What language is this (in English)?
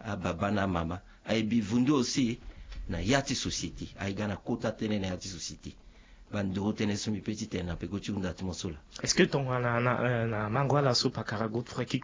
Sango